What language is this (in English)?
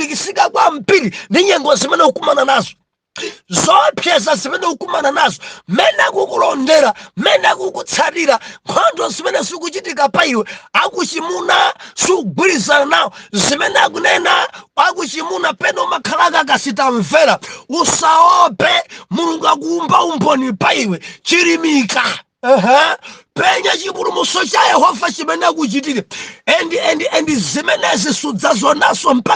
Nyanja